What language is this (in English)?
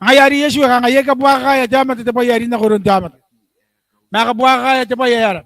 Gilbertese